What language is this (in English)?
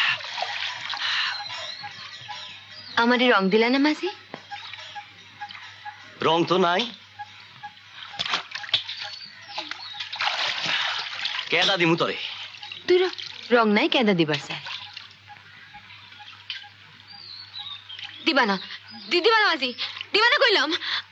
Bangla